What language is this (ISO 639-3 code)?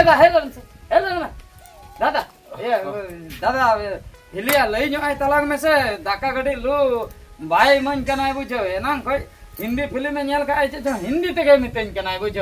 sat